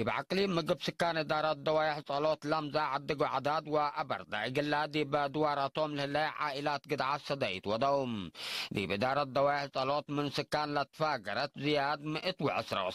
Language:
Tigre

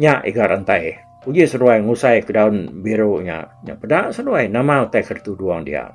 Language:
Iban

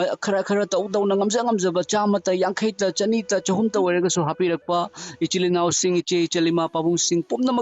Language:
Manipuri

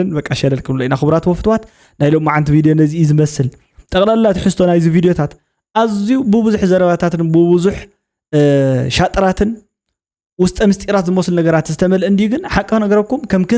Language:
Tigrinya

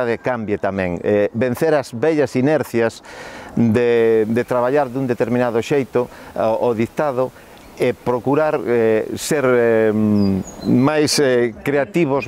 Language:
Galician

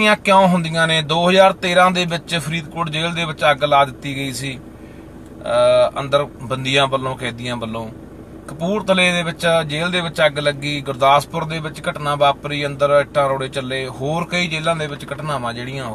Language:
Punjabi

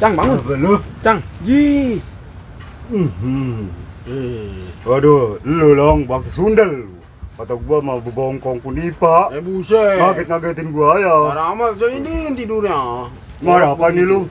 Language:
Betawi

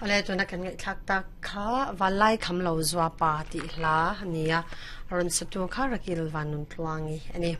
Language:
Mizo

